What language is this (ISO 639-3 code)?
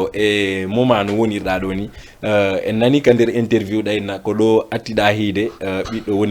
ful